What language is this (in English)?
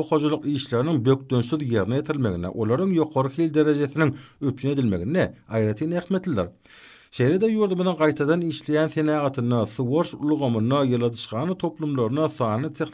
Turkmen